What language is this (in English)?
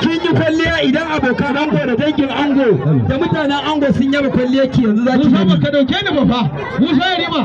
Hausa